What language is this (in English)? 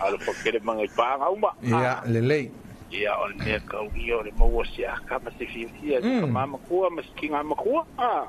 Samoan